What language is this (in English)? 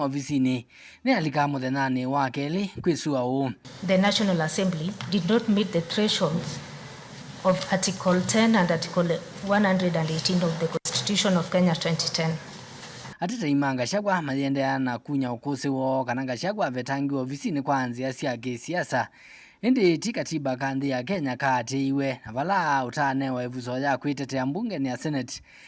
Kamba